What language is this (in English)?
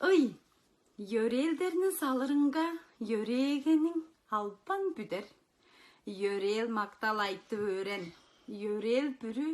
Tuvinian